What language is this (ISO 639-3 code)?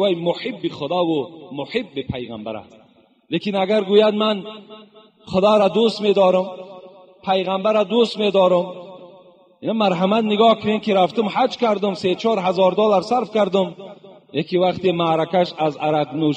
tgk